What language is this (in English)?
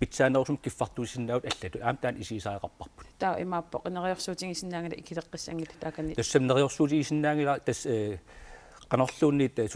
Kalaallisut